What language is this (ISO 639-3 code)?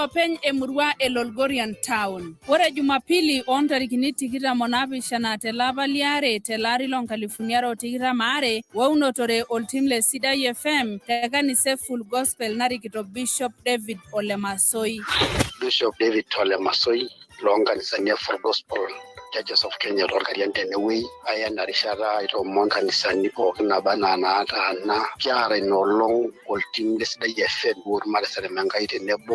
mas